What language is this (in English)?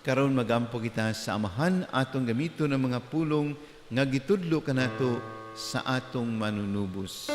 Cebuano